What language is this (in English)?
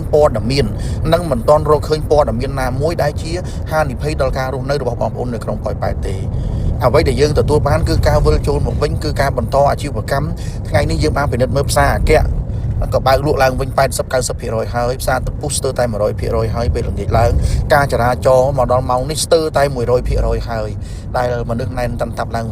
Khmer